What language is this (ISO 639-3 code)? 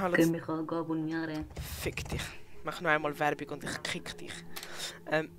gsw